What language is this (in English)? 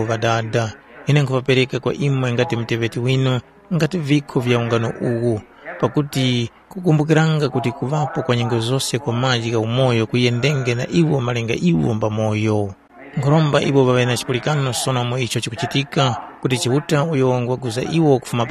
Tumbuka